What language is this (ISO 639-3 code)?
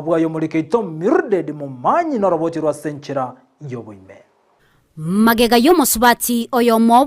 guz